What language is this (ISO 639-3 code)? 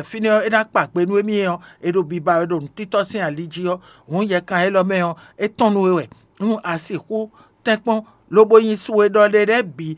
fon